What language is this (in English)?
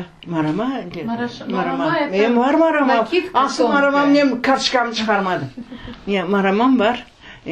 Crimean Tatar